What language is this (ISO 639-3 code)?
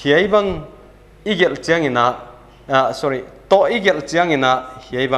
pck